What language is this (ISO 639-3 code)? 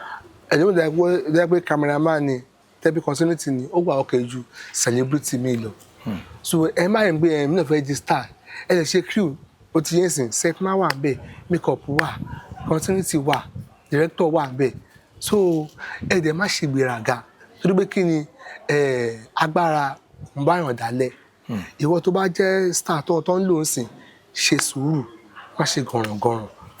yor